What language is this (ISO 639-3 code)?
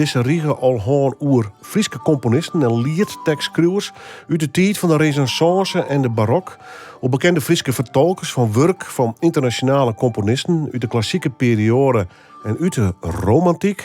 fry